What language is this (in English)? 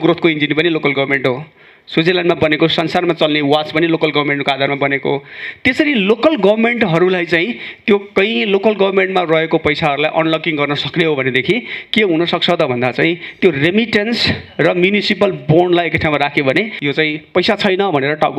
Nepali